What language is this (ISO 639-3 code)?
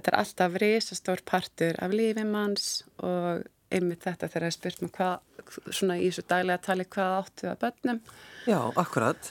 isl